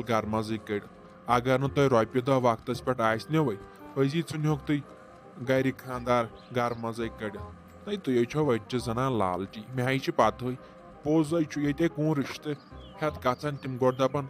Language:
Kashmiri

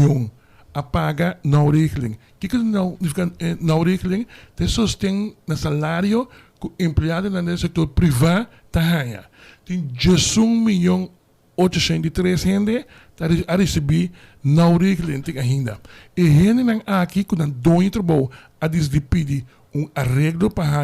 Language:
Papiamento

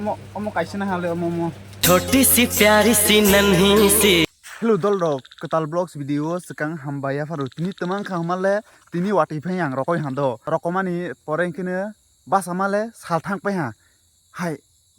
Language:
Kok Borok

